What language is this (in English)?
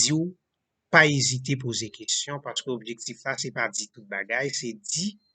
Haitian Creole